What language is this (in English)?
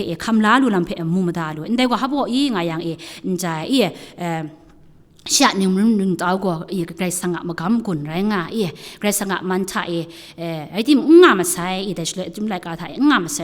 Kachin